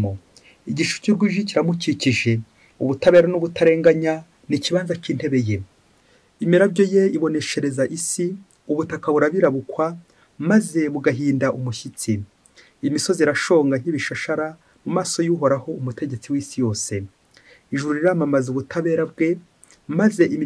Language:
Kinyarwanda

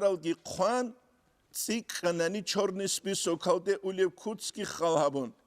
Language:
Avaric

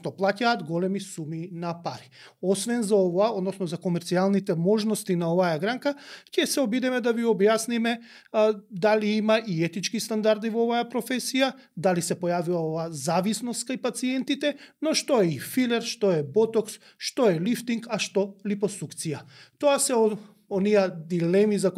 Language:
Macedonian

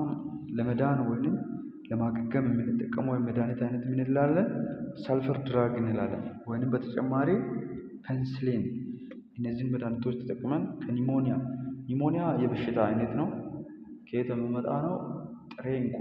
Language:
Amharic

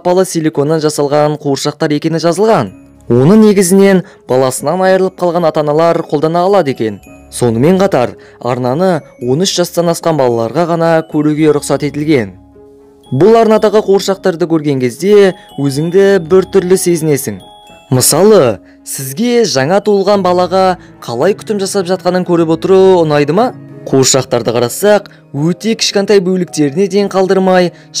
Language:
Kazakh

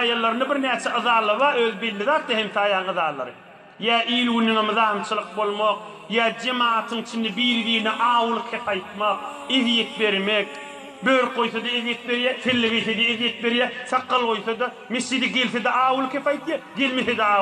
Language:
Turkmen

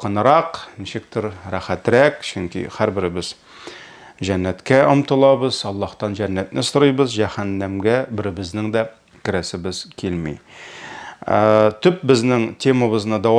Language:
Tatar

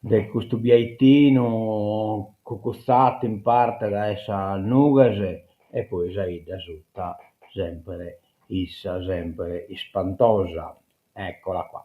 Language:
Sardinian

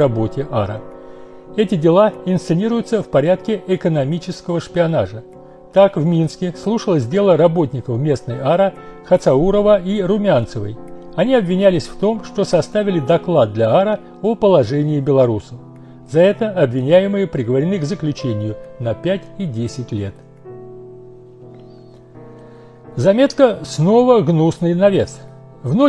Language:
Russian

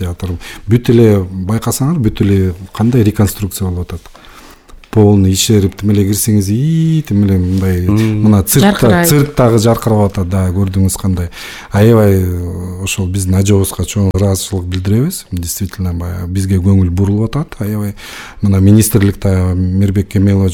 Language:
Kyrgyz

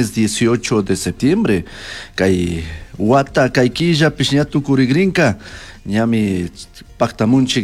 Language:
Chimborazo Highland Quichua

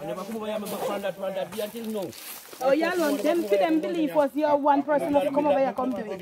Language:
Jamaican Creole English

